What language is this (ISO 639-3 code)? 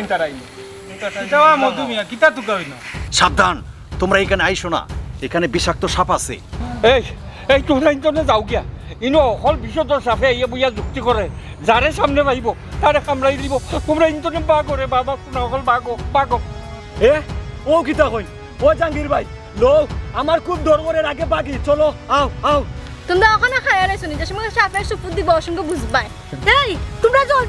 syl